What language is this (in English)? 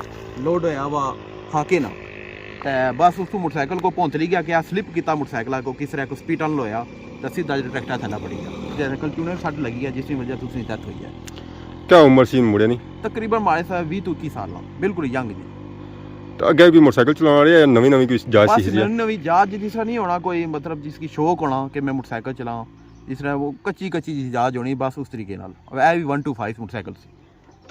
Pahari-Potwari